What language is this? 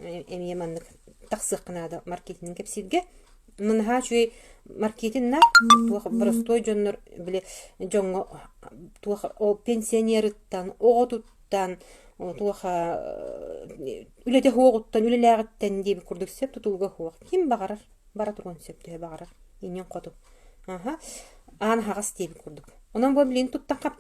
Yakut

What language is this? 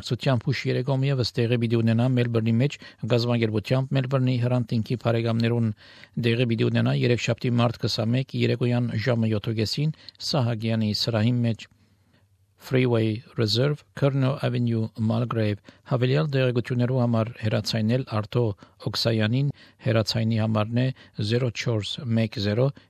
Armenian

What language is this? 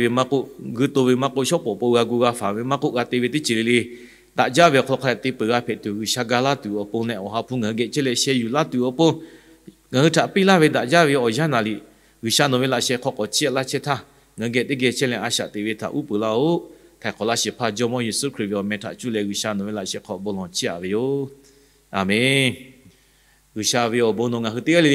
Lahu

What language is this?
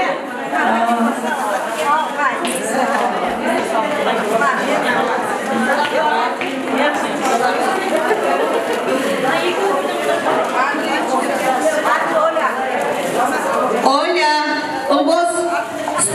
Kara-Kalpak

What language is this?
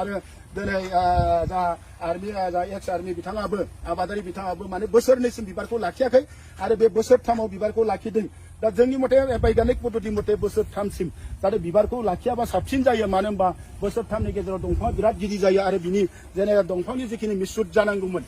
Bodo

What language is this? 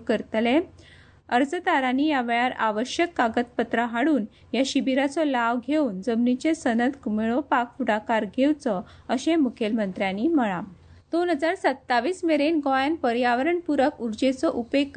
Konkani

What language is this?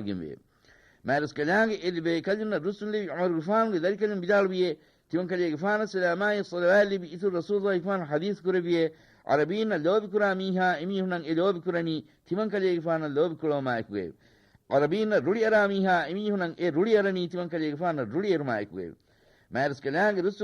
Divehi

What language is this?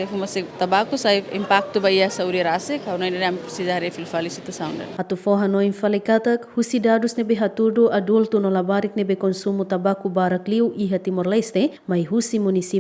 Tetum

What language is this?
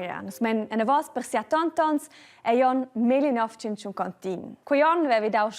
Romansh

